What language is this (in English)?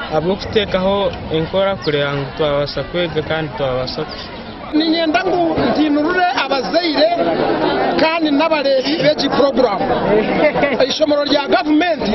Nyankole